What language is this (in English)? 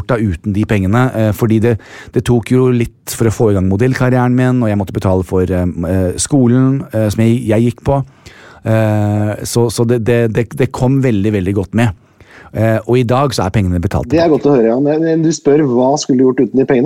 Norwegian